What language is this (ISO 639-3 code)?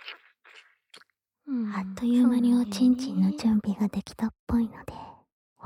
jpn